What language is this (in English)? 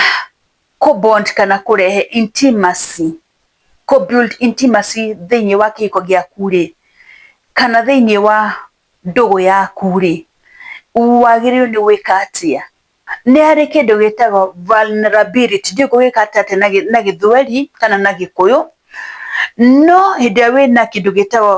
Kikuyu